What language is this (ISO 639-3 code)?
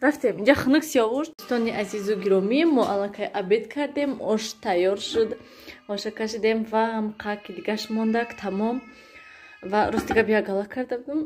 tgk